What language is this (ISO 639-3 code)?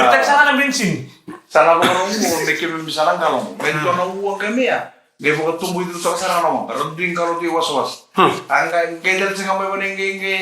fij